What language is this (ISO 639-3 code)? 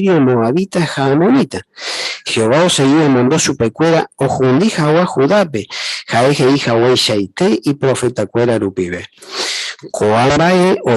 grn